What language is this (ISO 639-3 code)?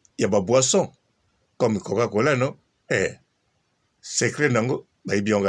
lin